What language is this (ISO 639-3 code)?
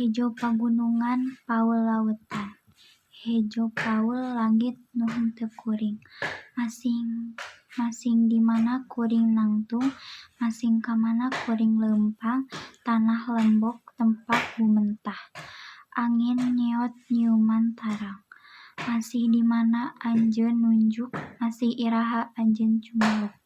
sun